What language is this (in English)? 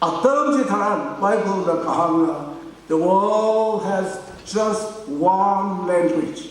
Tangkhul Naga (India)